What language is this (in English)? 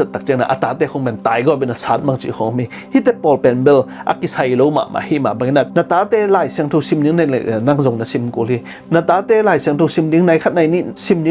Tedim Chin